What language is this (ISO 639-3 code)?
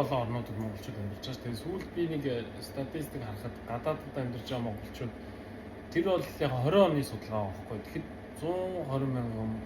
mon